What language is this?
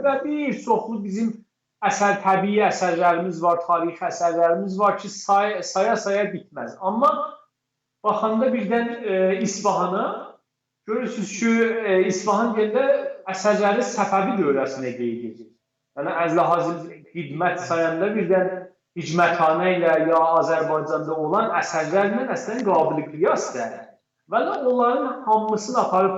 South Azerbaijani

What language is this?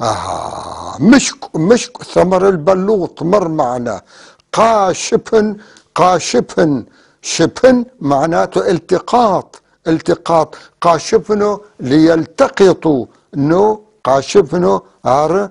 North Levantine Arabic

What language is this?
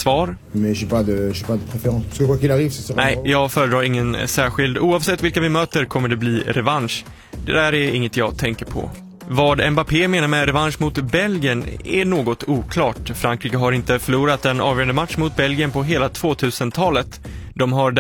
Swedish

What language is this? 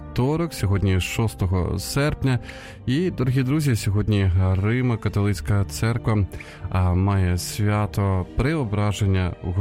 Ukrainian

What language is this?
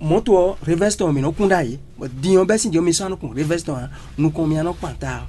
Fon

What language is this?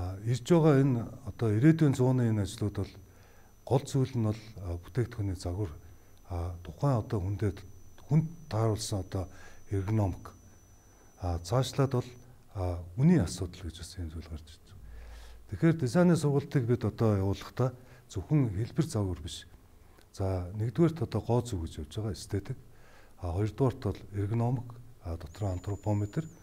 Mongolian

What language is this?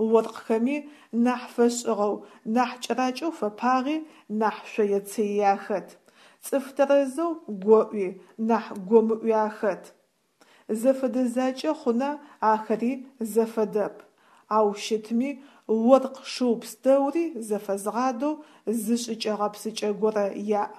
Adyghe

